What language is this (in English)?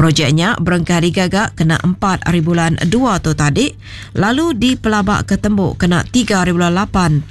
Iban